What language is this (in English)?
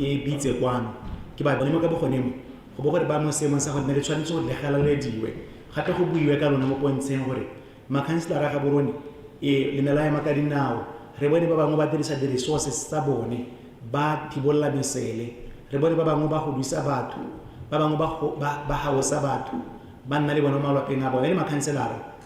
Tswana